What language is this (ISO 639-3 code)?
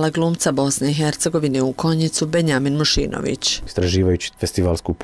hrv